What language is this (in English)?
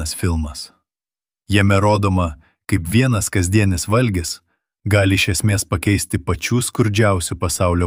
Lithuanian